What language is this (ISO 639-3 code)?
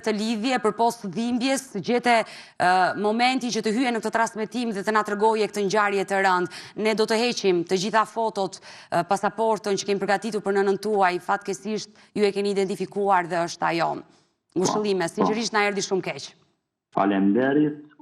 sqi